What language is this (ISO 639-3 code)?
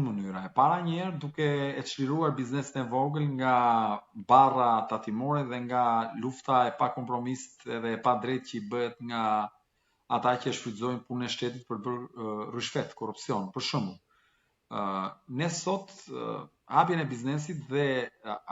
sqi